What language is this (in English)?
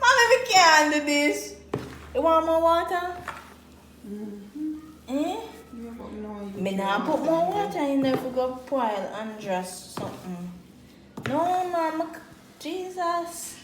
Jamaican Creole English